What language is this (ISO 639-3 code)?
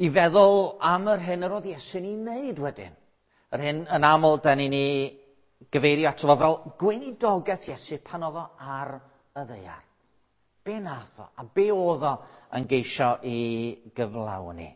cym